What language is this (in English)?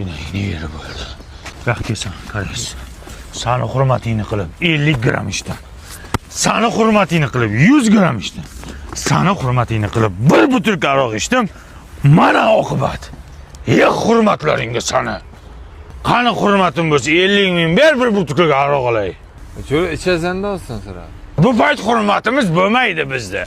Uzbek